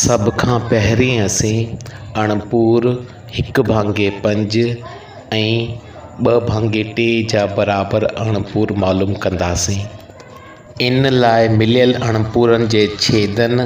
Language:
Sindhi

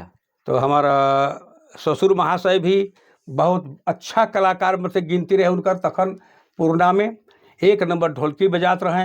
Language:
Sadri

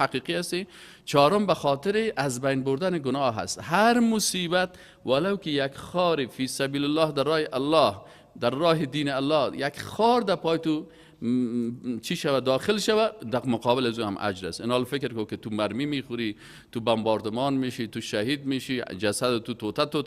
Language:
Persian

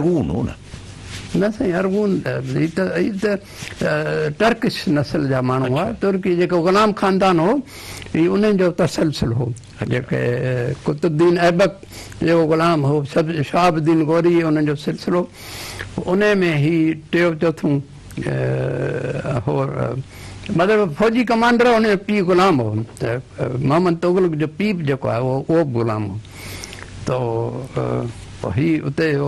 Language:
Sindhi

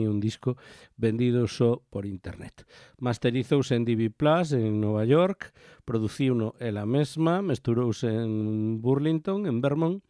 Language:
Galician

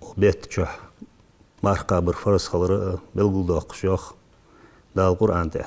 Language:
Ingush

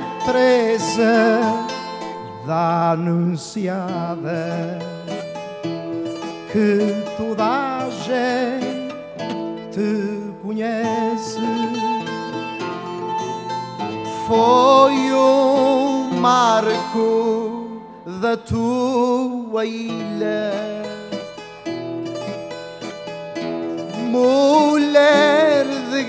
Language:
Portuguese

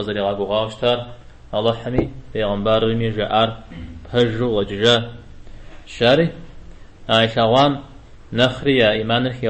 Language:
Kabardian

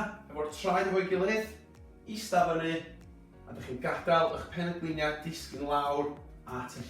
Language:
Welsh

